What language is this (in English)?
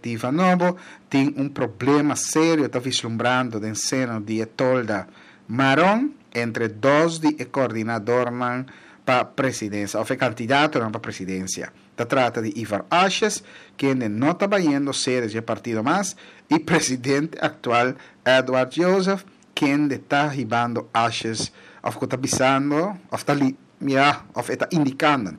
Papiamento